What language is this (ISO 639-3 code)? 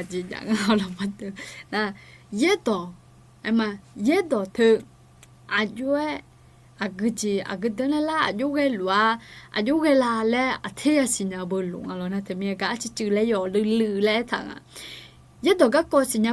ahk